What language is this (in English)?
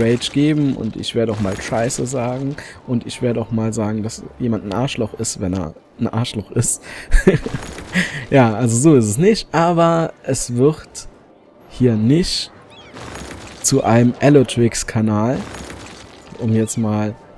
German